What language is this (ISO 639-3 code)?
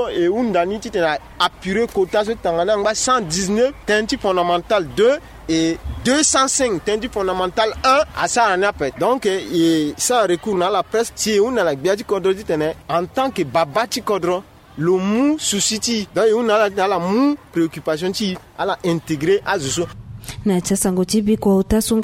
sag